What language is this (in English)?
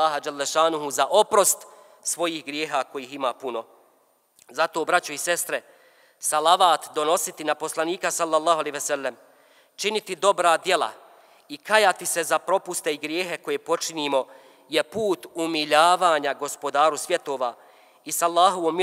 Bosnian